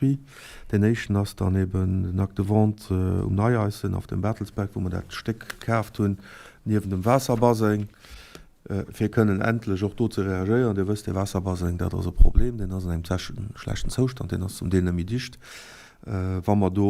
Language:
Luxembourgish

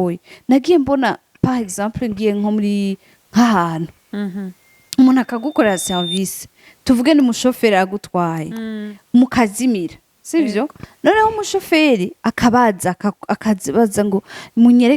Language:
Rundi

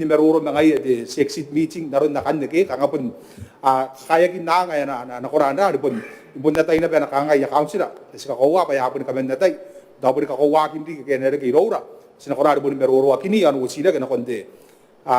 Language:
Gilbertese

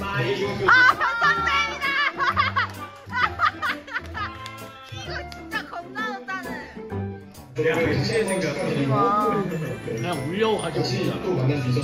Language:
Korean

